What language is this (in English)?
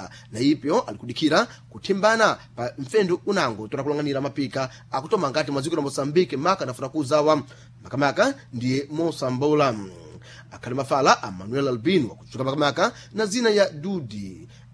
Sena